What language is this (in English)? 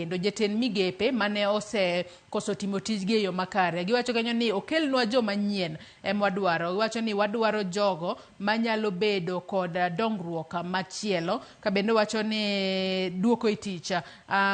Luo (Kenya and Tanzania)